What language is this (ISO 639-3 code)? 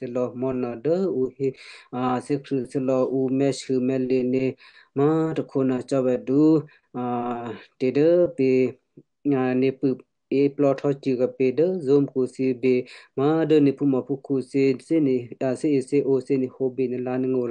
kyu